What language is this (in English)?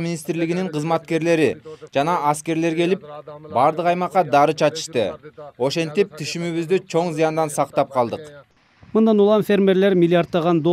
Kyrgyz